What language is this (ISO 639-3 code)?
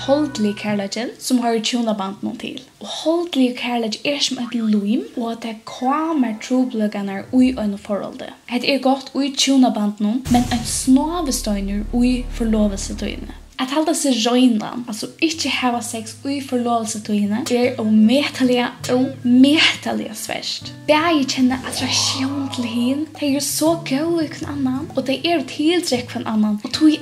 fao